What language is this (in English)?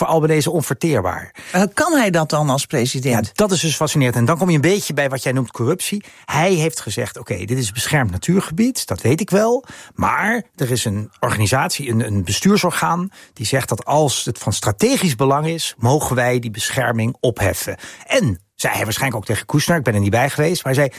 Dutch